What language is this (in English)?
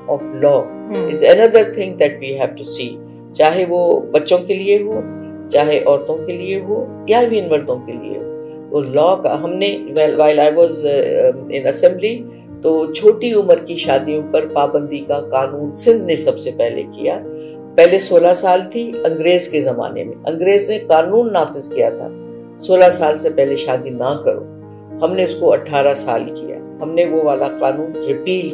Urdu